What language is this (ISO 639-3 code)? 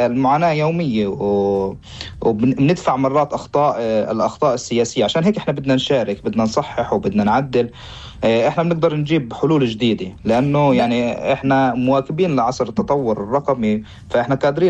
apc